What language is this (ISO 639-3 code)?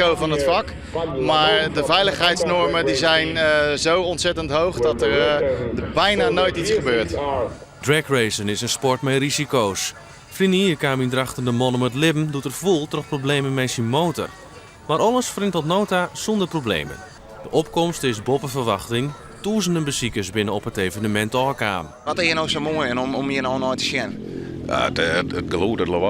fry